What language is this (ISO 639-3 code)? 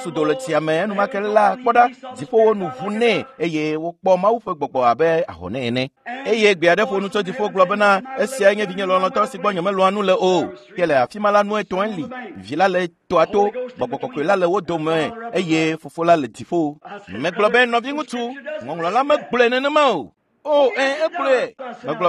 ewe